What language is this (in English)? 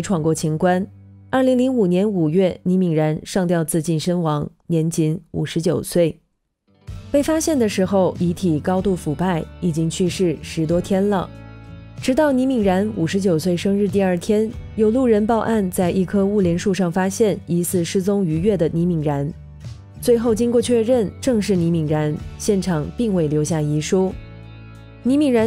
Chinese